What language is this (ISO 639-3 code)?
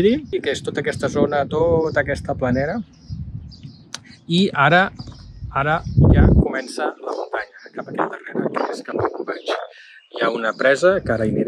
cat